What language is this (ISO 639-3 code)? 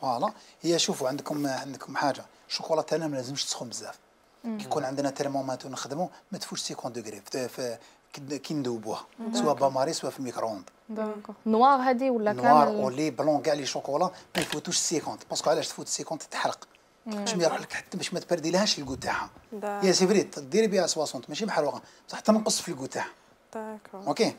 arq